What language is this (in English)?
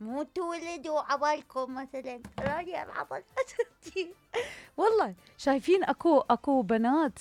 Mesopotamian Arabic